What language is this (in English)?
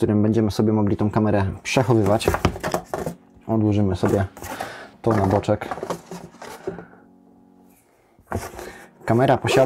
Polish